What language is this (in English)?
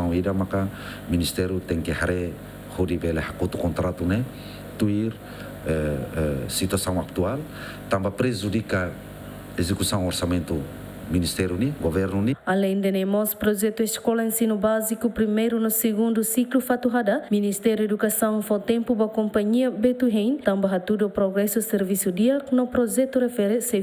Tetum